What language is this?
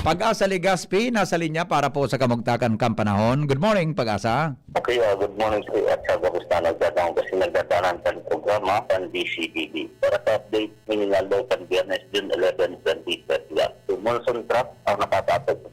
Bikol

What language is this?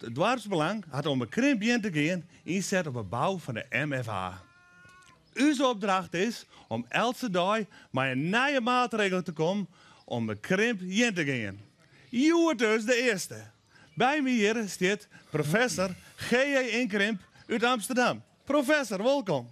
Western Frisian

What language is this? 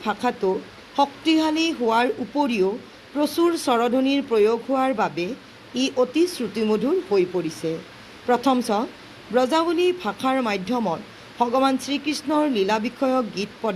Assamese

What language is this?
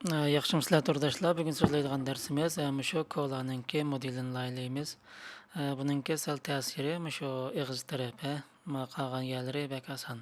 Uyghur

